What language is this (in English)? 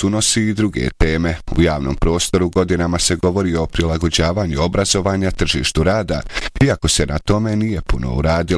Bosnian